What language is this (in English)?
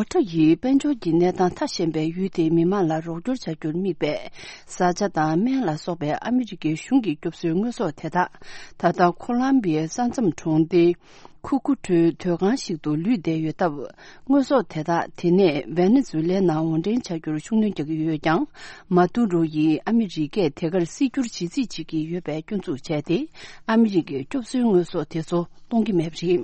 Tibetan